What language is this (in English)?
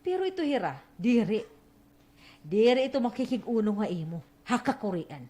Waray